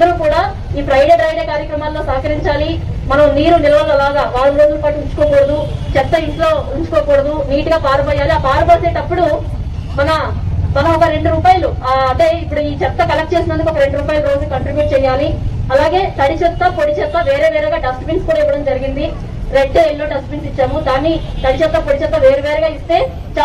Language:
Telugu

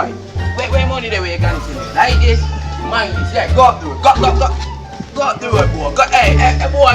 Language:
Jamaican Creole English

